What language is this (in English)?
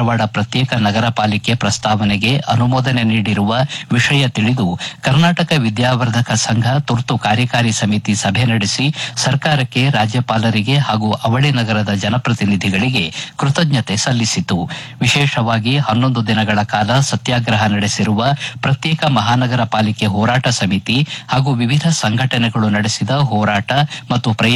Kannada